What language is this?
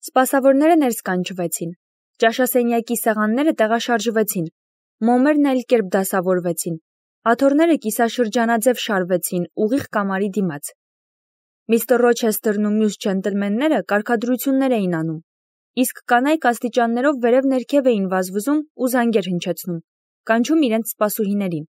Armenian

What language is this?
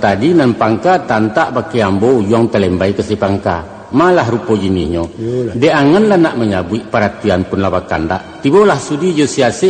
Minangkabau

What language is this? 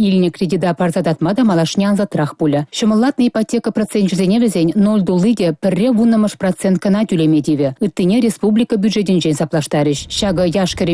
Chuvash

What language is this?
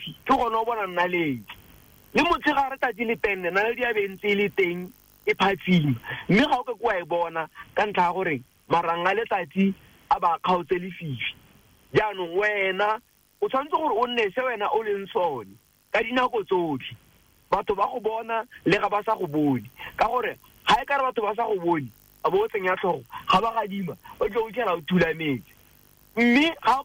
Tswana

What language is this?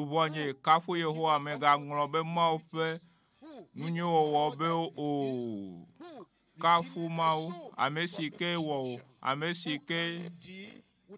Ewe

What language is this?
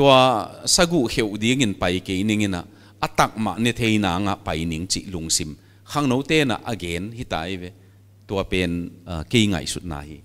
Paite Chin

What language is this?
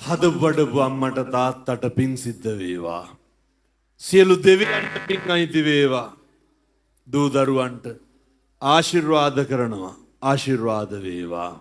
Sinhala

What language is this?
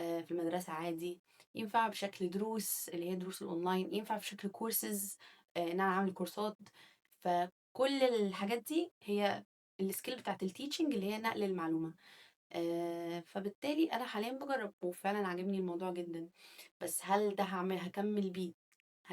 Egyptian Arabic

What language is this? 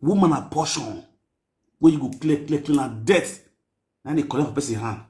Nigerian Pidgin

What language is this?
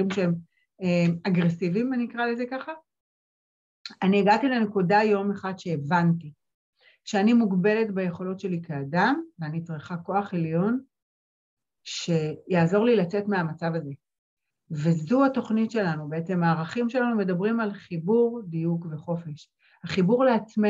Hebrew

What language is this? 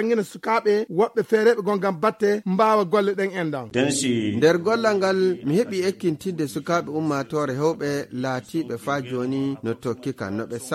Fula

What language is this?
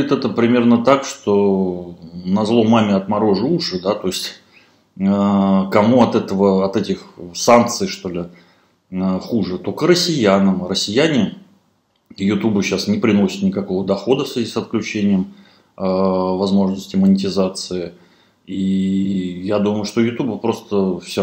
Russian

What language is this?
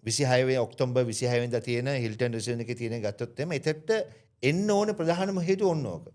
Sinhala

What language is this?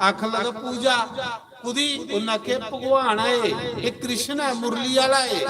Dogri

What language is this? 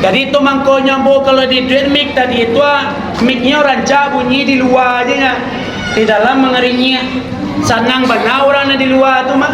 Minangkabau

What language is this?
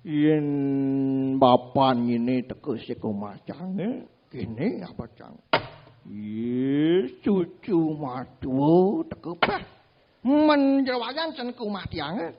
Balinese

